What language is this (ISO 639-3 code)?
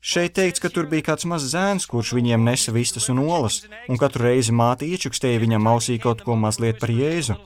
lav